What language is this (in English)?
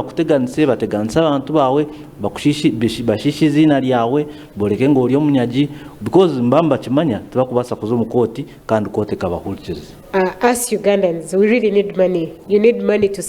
Nyankole